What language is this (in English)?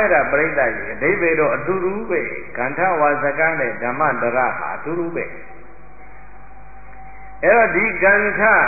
Burmese